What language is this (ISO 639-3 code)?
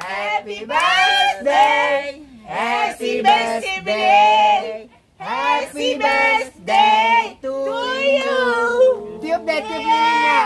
bew